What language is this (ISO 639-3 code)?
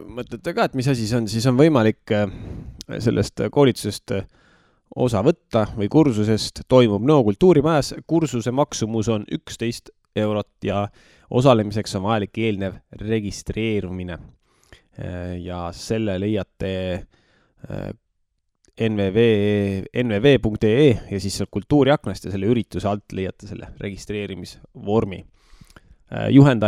est